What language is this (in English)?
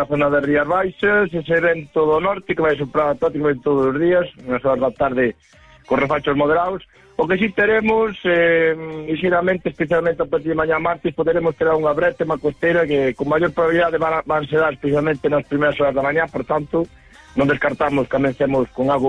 Galician